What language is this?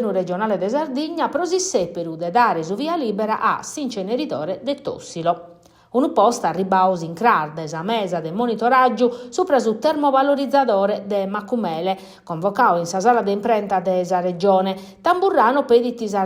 Sardinian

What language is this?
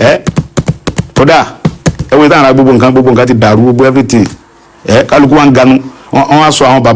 Yoruba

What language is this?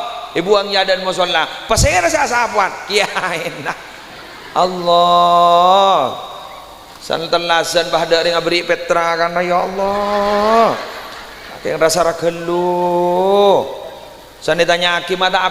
Madurese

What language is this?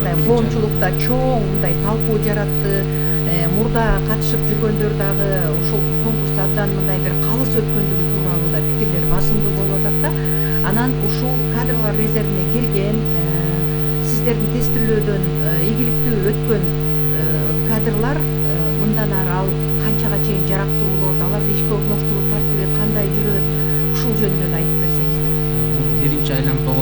Kyrgyz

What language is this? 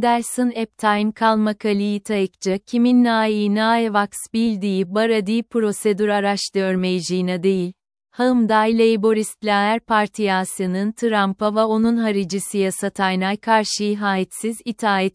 Azerbaijani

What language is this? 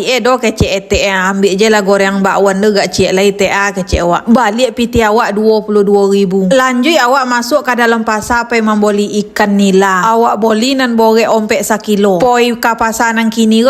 Minangkabau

